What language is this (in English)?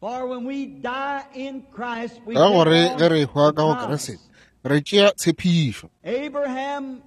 Northern Sotho